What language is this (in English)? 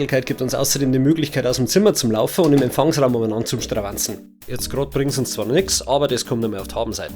Bavarian